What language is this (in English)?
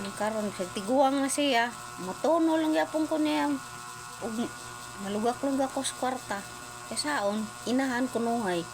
Cebuano